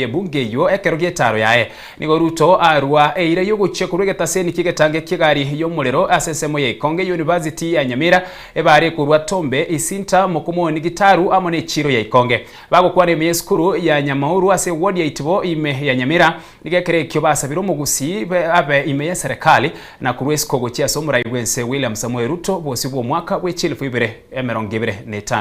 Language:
Gusii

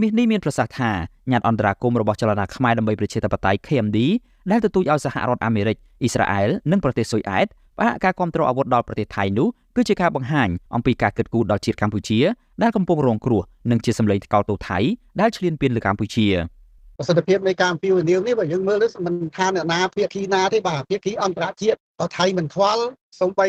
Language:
Khmer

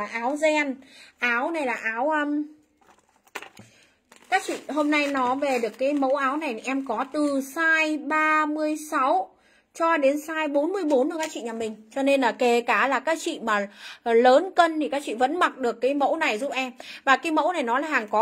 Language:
Vietnamese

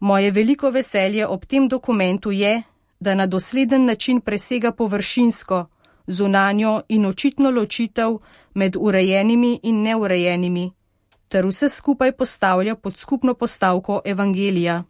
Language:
Slovenian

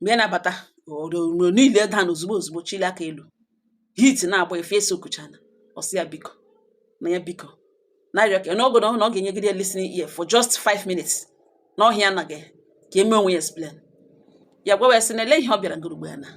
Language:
Igbo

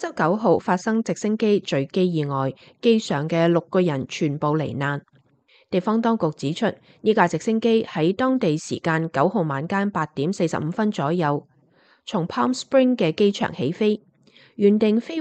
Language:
Cantonese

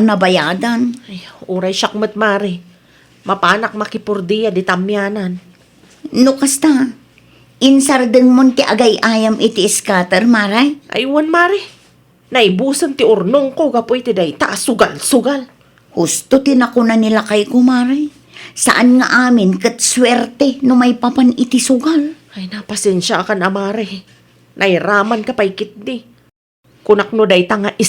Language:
Iloko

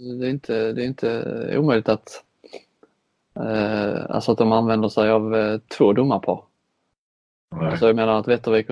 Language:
Swedish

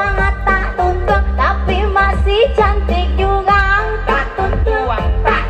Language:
Minangkabau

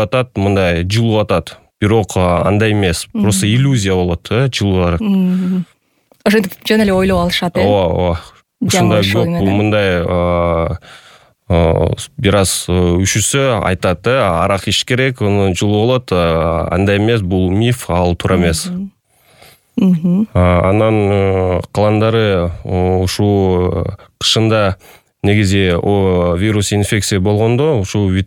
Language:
Kyrgyz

